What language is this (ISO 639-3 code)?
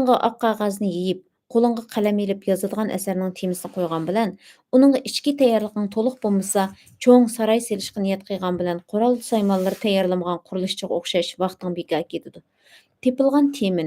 uig